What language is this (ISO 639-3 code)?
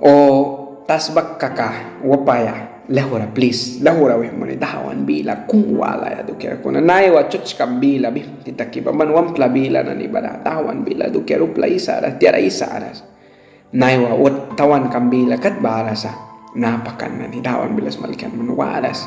miq